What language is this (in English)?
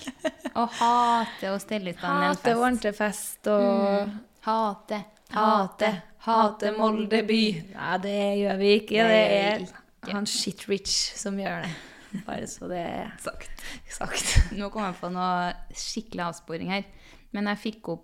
Norwegian